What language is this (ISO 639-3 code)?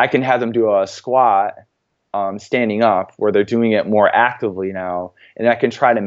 eng